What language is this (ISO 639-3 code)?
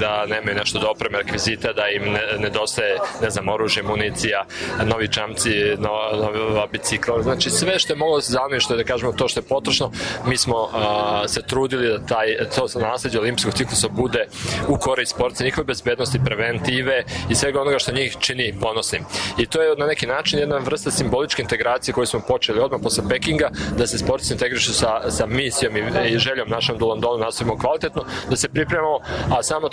srp